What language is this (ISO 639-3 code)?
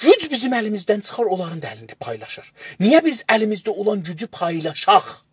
azb